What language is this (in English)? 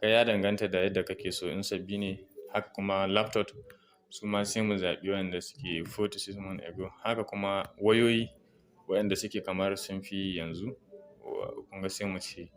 Hausa